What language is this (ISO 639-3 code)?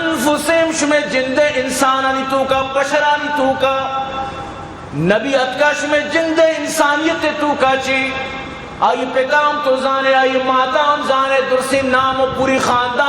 bgp